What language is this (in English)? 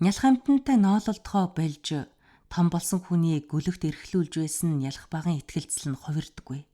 Mongolian